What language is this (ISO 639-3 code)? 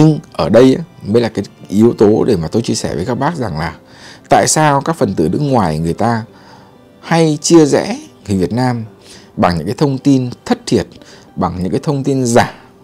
vie